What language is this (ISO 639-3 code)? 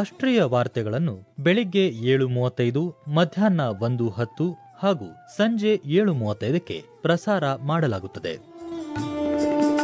kan